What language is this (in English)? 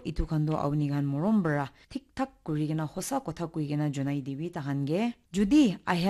Naga Pidgin